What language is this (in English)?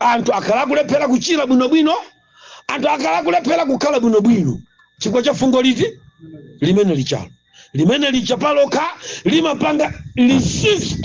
Nyanja